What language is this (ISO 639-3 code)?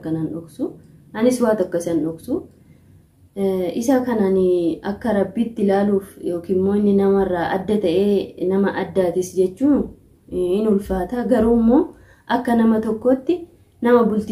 orm